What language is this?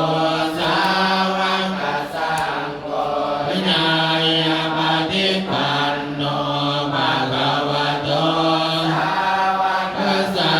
Pali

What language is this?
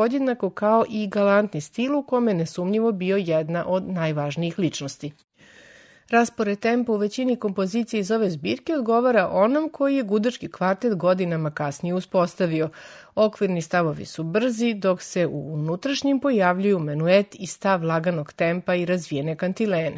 Serbian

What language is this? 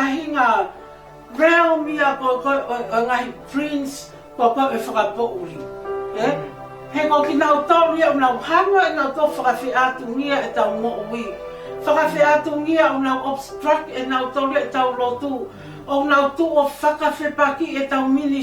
Tongan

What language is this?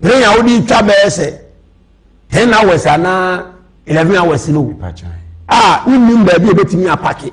Akan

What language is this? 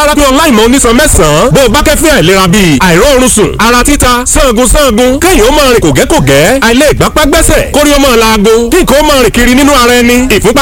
Yoruba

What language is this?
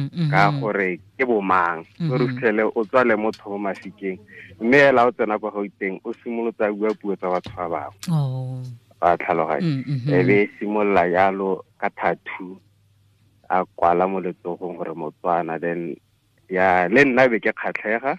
Tswana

